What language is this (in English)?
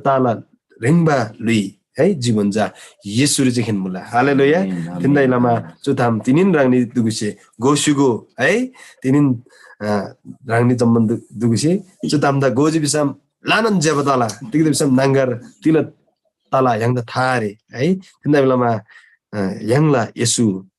Eastern Tamang